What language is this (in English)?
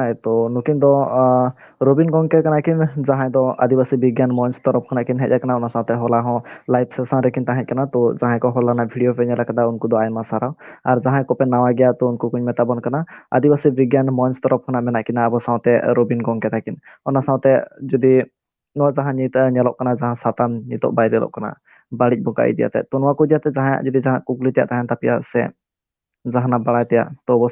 Santali